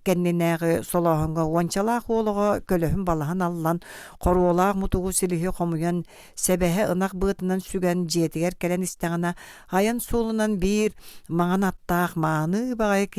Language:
Yakut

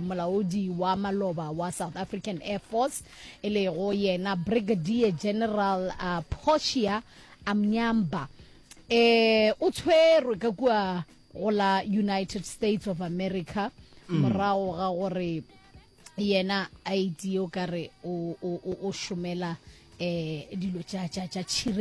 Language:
Northern Sotho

